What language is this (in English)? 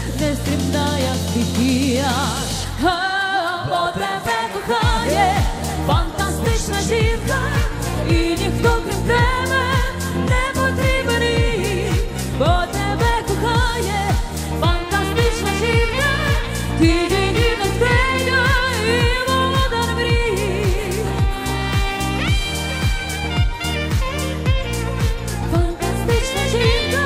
Ukrainian